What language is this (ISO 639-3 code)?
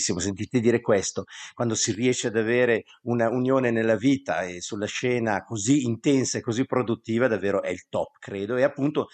ita